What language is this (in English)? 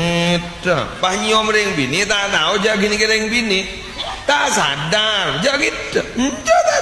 Madurese